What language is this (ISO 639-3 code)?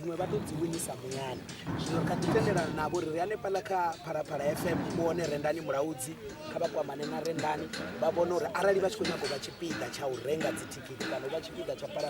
ven